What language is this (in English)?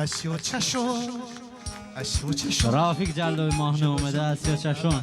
Talysh